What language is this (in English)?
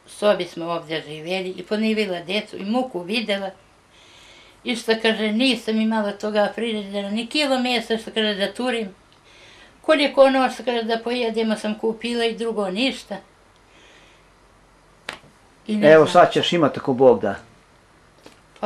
Bosnian